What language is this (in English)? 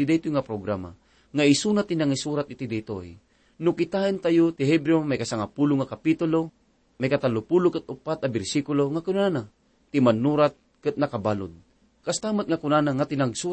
Iloko